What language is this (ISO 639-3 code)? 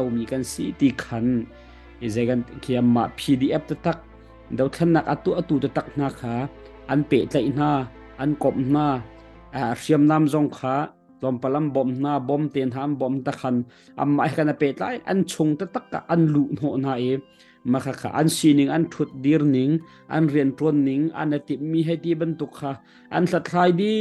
cnh